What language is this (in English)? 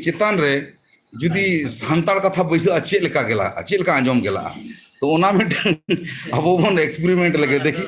Santali